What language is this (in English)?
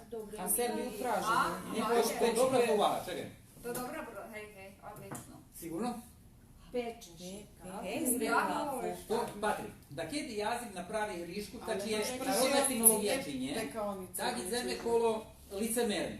Rusyn